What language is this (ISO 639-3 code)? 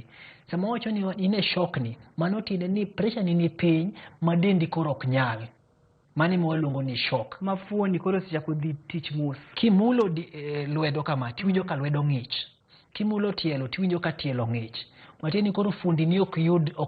luo